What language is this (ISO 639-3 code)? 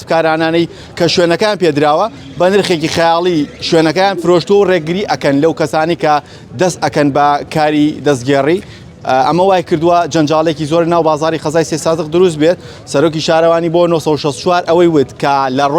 ckb